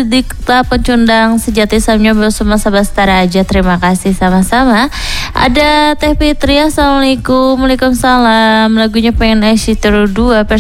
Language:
Indonesian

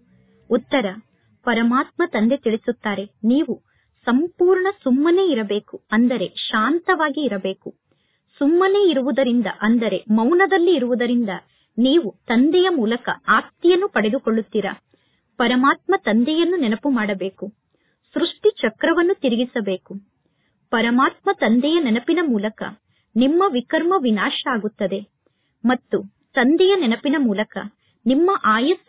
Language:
Kannada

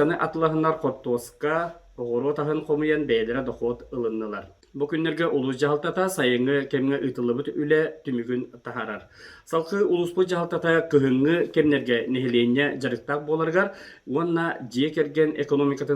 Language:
Yakut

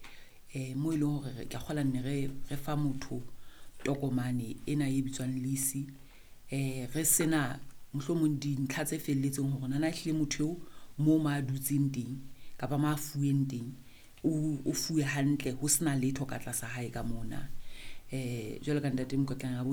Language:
Southern Sotho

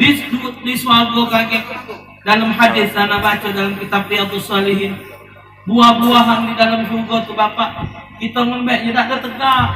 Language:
Musi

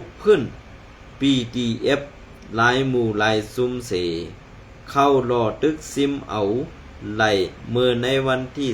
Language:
Shan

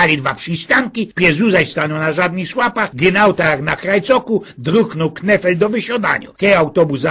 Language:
Silesian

